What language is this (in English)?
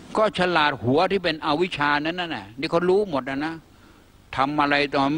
Thai